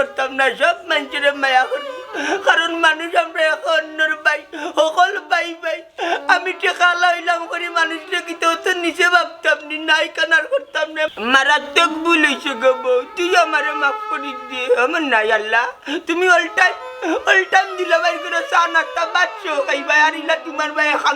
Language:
Sylheti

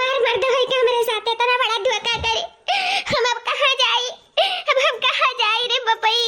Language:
Awadhi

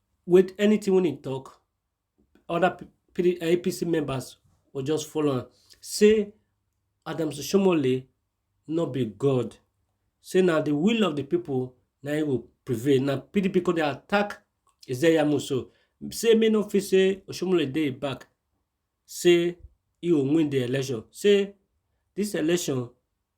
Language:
Nigerian Pidgin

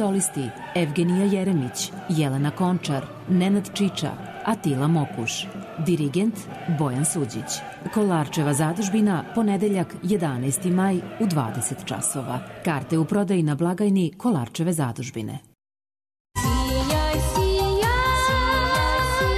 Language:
Serbian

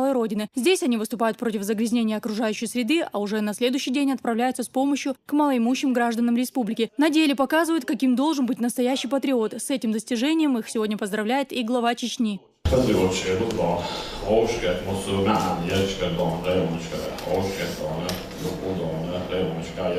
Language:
Chechen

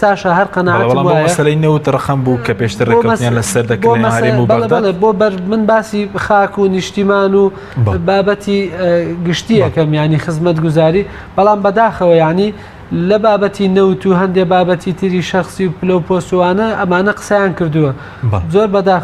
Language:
Central Kurdish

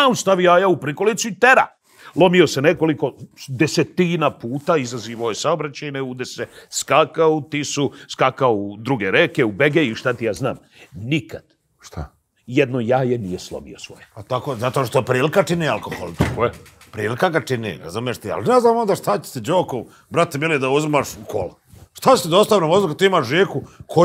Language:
Serbian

